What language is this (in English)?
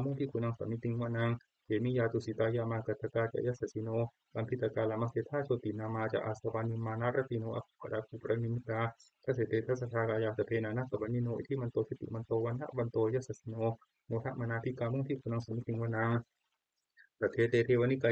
Pali